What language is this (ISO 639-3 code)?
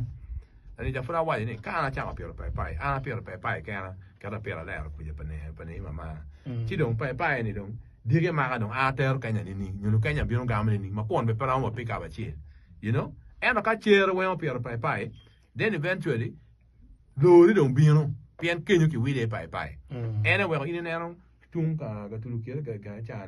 ach